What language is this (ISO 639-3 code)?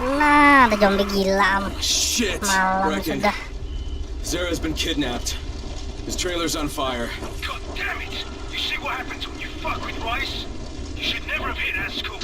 bjn